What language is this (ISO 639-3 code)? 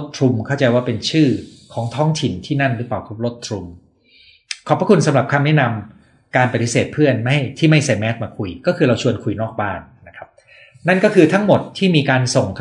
tha